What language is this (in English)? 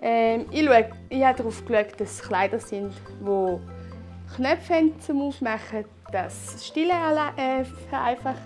Swiss German